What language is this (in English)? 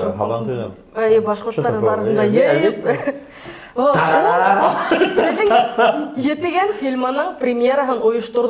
Bashkir